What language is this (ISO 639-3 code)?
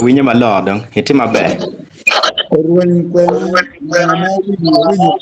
ach